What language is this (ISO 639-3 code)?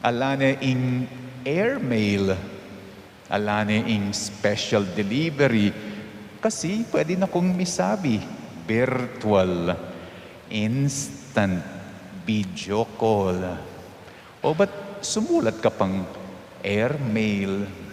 pam